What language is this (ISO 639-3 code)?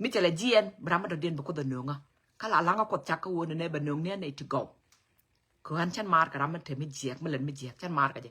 nus